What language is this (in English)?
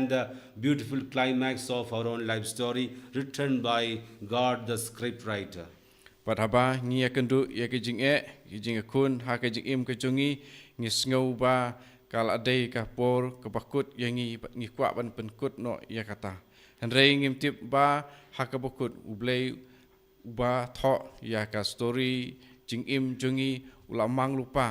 Khasi